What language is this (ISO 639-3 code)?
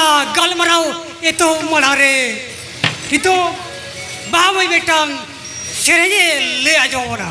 sat